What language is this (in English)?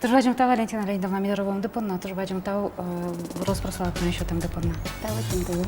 Udmurt